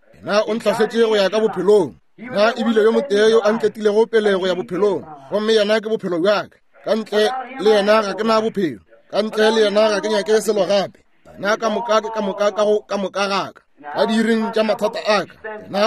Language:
Northern Sotho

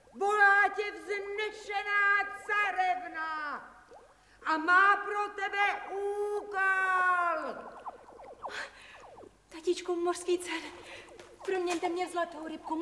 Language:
Czech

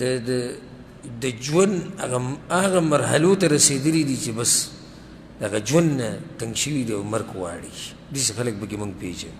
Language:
Pashto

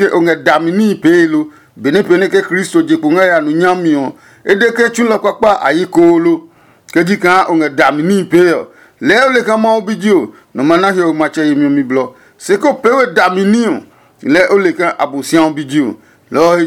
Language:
Adangme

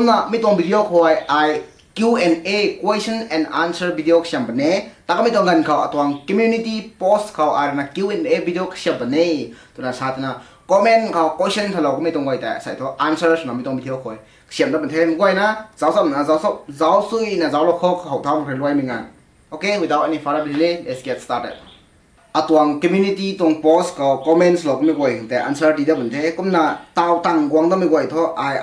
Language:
Rongmei Naga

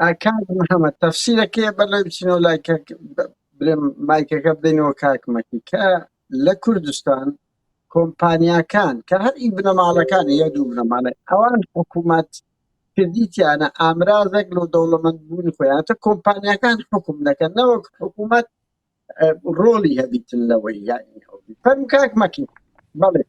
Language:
Central Kurdish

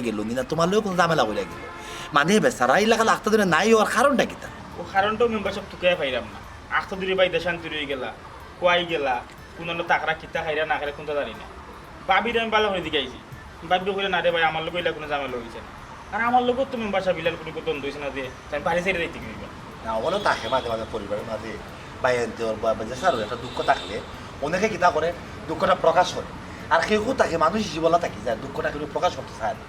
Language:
Sylheti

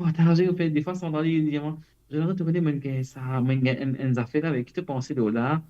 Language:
Morisyen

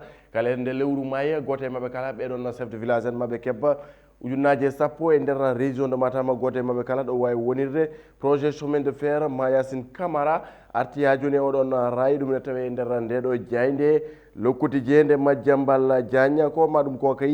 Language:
Fula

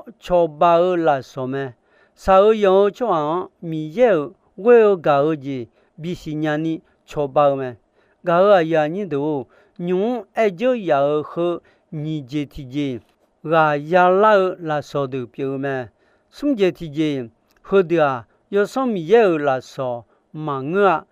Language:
Akha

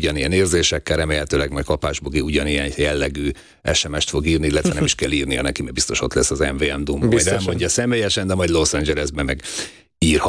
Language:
Hungarian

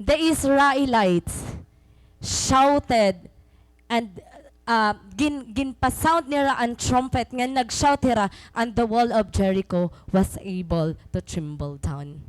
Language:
Waray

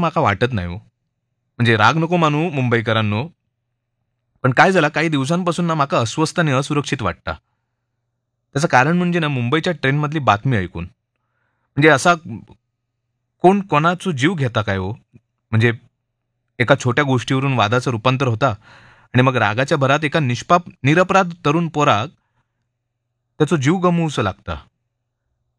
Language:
Marathi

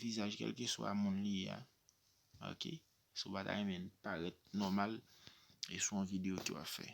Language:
Haitian Creole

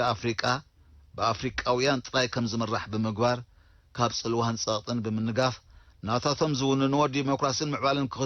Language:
Tigrinya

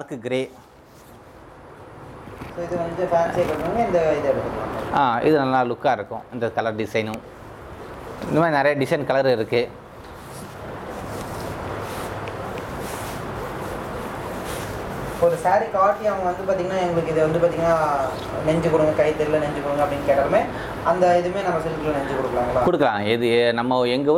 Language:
Tamil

